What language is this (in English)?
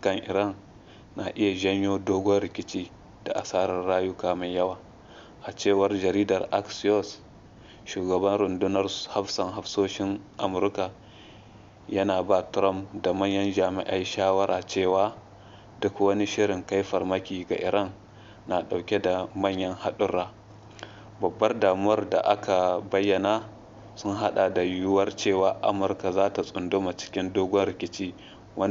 Hausa